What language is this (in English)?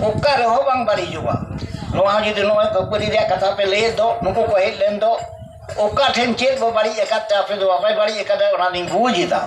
Santali